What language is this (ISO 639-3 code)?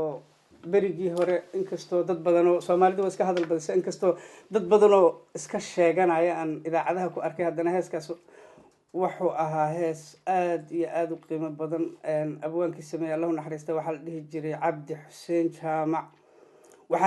som